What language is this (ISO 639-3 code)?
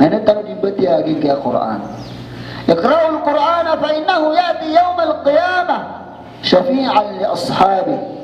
mrw